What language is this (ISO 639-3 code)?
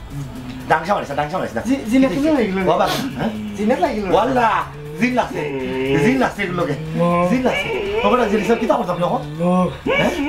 syl